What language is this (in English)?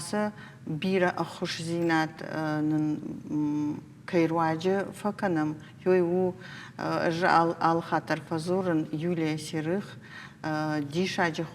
Ossetic